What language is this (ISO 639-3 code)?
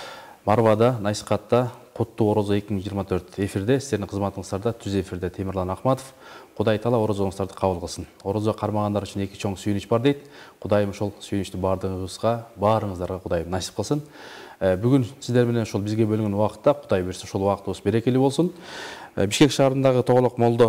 kir